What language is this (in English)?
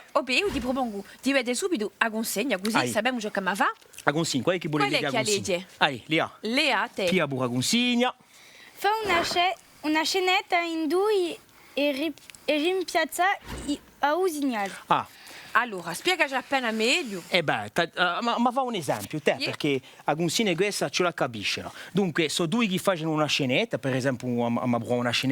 Corsican